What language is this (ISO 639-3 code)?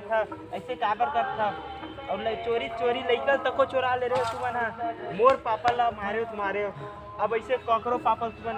hne